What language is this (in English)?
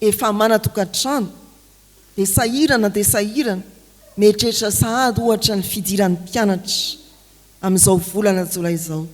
Malagasy